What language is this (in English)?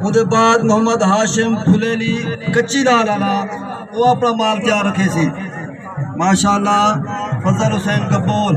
Saraiki